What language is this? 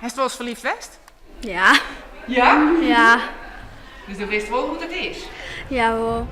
Western Frisian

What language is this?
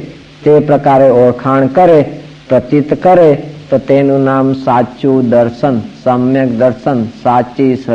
Gujarati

